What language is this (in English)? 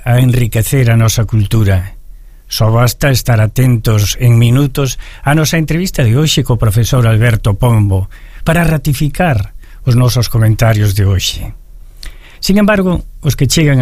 Galician